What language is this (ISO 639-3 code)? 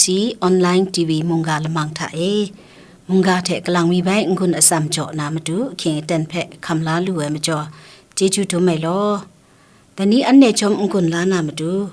kac